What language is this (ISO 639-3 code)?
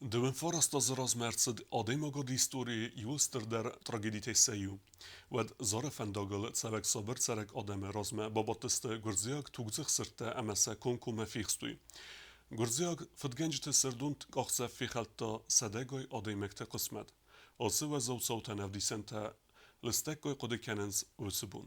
oss